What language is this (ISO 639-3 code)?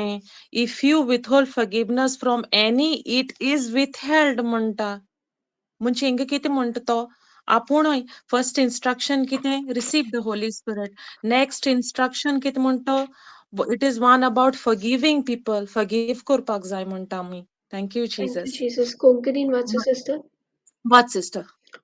kok